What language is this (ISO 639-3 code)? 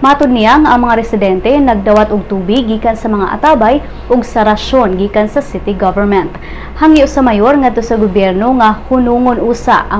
ceb